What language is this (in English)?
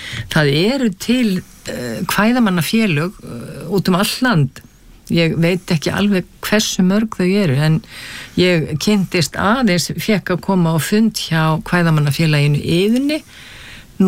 Icelandic